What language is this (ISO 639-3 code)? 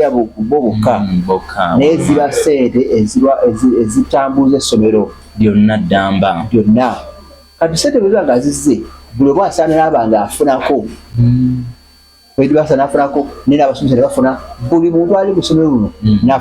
lug